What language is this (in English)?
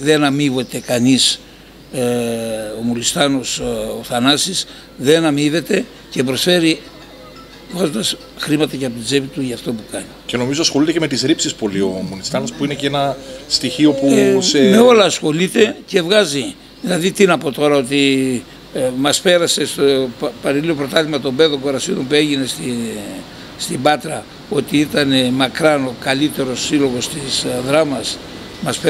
Greek